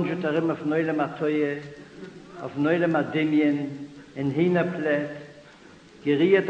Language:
Yiddish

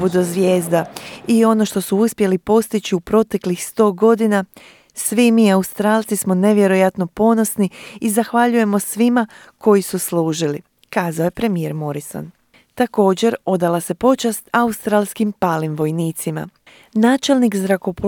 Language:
Croatian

